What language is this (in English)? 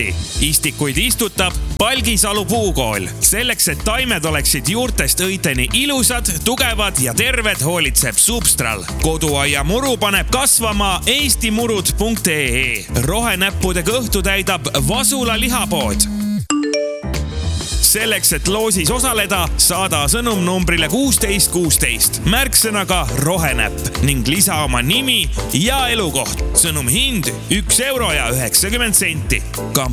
Estonian